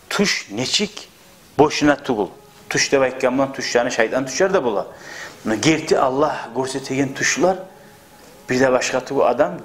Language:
Kumyk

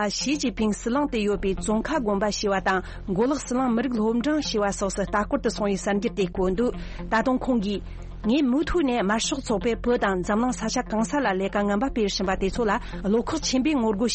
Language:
Tibetan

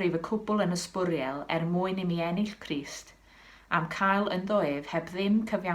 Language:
Welsh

